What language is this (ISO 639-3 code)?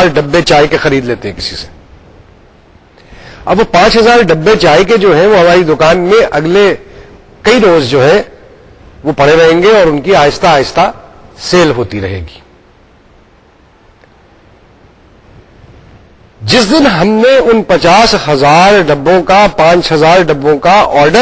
urd